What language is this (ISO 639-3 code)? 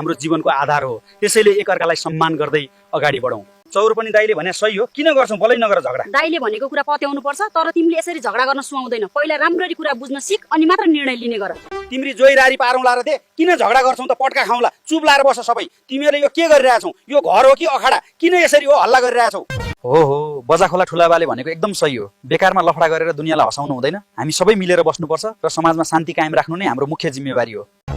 nep